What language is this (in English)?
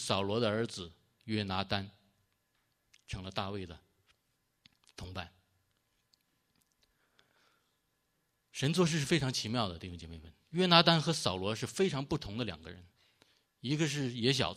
Chinese